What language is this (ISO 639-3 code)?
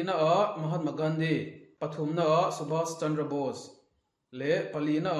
lus